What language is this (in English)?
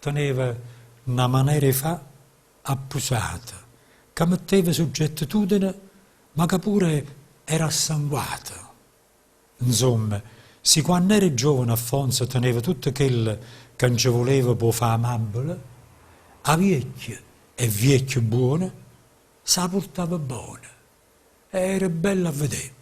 Neapolitan